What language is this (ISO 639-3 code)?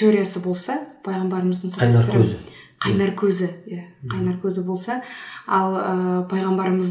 kaz